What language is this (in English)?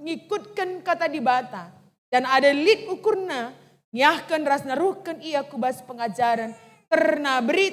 Batak Karo